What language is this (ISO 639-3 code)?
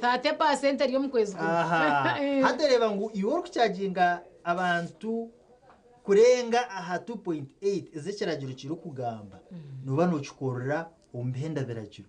nyn